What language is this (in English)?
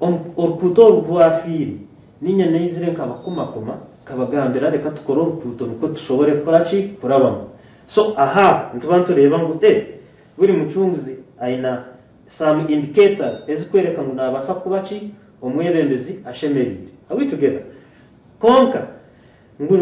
Nyankole